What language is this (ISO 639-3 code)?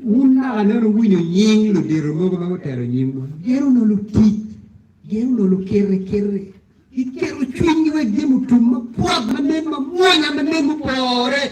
ach